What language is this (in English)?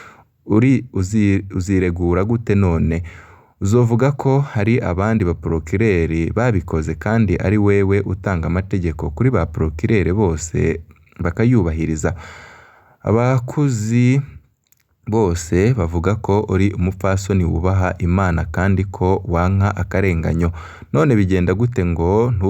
Rundi